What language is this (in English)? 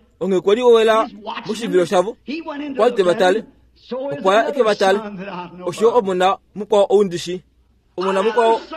Kuanyama